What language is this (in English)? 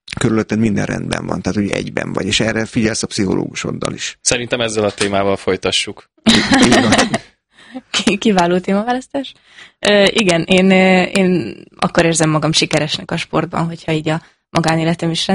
Hungarian